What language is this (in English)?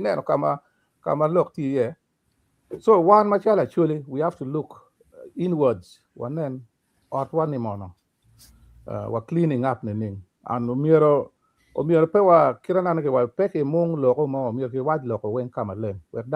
Acoli